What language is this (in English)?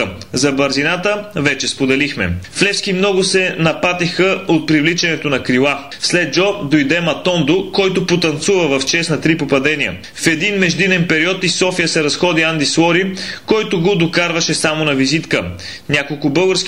Bulgarian